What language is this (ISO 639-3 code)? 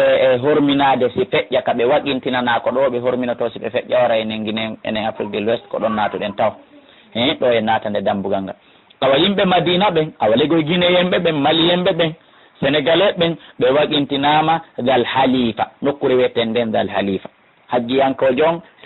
ful